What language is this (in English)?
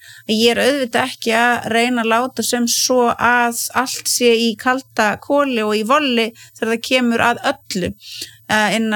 Icelandic